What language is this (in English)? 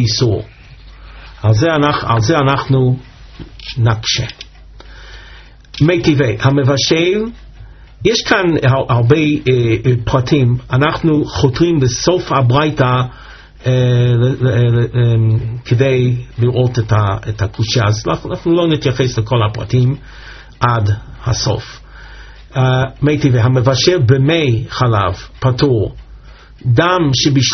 Hebrew